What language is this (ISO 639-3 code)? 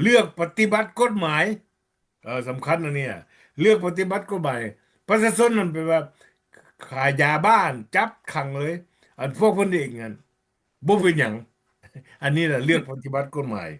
lao